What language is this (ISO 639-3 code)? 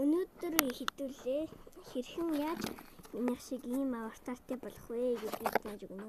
mon